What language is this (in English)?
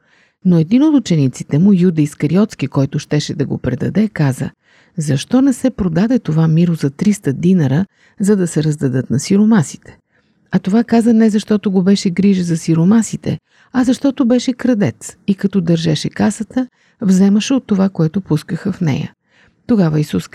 Bulgarian